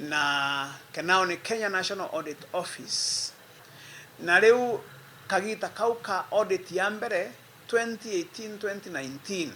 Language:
Meru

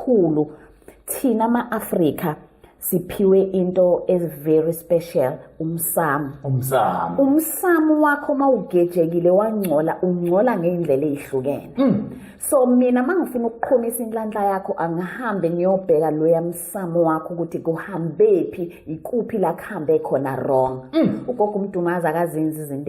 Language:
Zulu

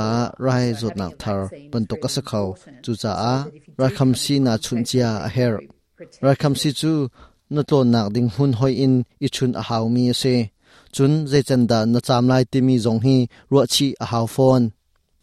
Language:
Hakha Chin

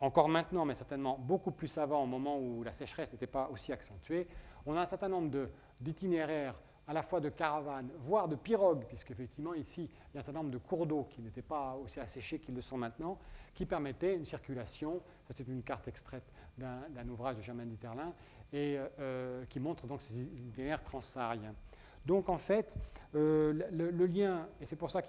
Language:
French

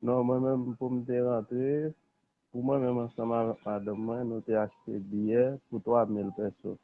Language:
Haitian Creole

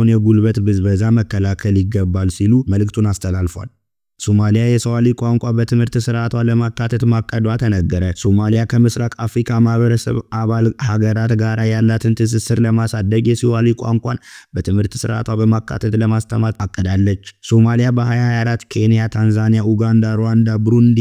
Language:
Amharic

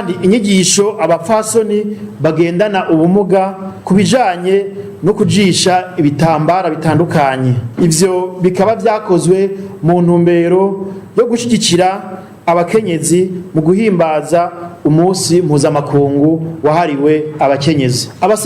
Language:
Rundi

